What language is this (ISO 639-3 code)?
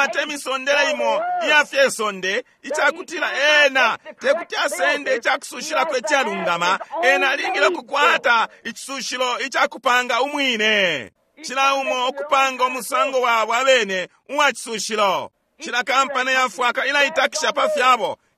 bem